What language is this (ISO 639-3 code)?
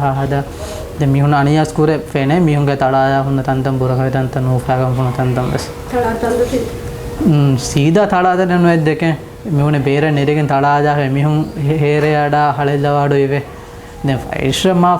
div